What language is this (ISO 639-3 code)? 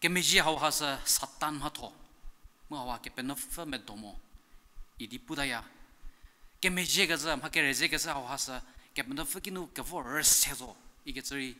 njm